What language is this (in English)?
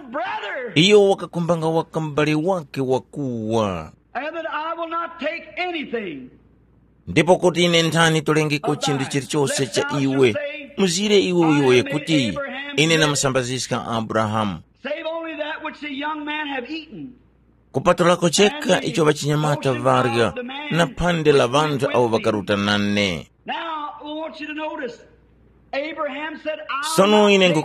Tumbuka